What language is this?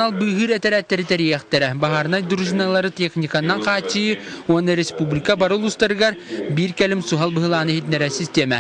Yakut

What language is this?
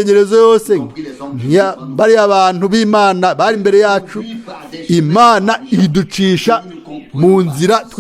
Rundi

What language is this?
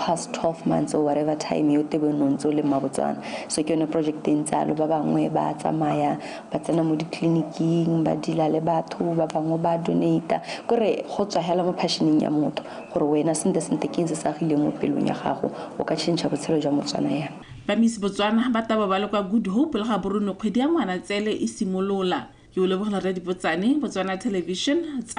Tswana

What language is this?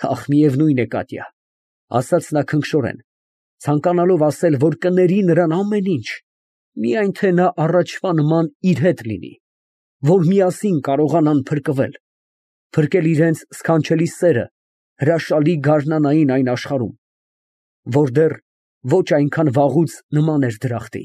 Armenian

